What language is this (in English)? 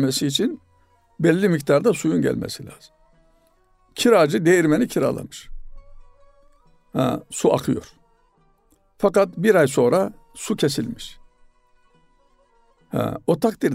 Turkish